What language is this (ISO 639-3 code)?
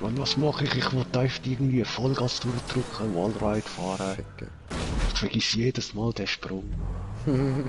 gsw